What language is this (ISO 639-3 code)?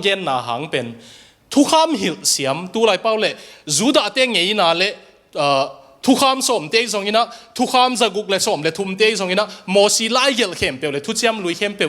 ctd